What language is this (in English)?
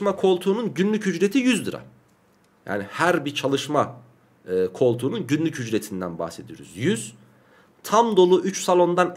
Turkish